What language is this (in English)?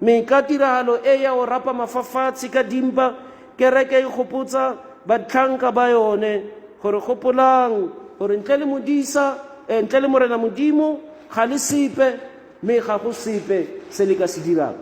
Tswana